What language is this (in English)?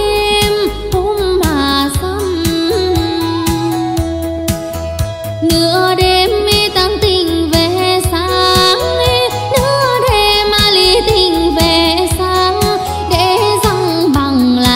Vietnamese